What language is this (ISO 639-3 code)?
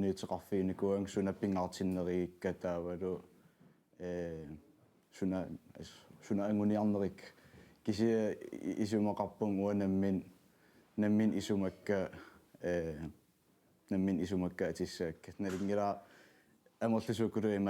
kal